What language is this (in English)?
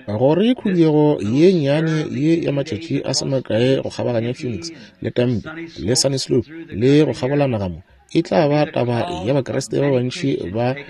Northern Sotho